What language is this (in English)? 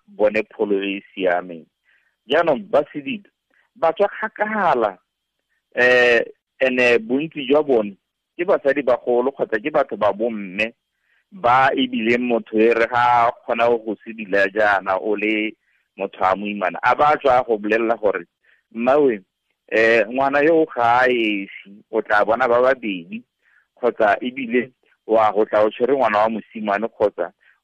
Tswana